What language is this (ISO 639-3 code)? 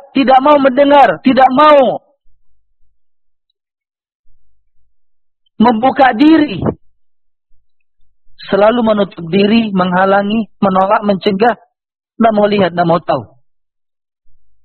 ind